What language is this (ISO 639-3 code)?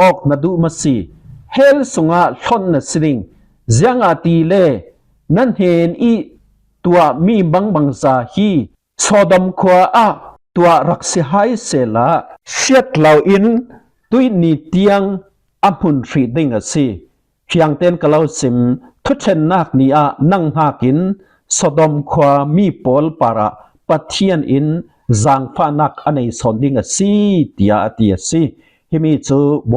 cfm